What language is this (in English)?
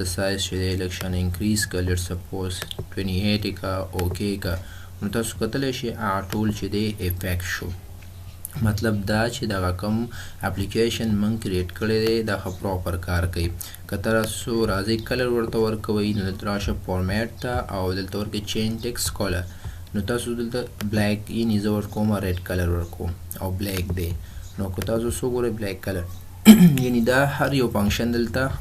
Pashto